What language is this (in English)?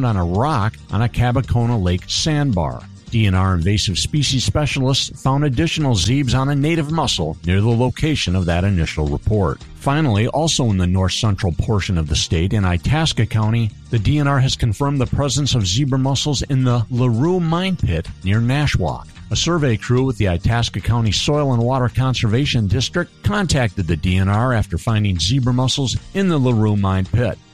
English